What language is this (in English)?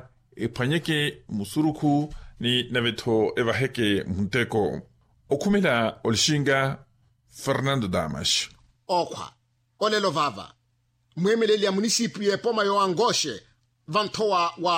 Makhuwa